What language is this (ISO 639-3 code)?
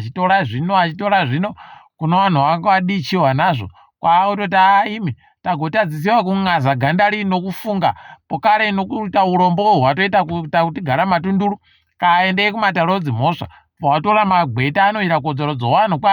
ndc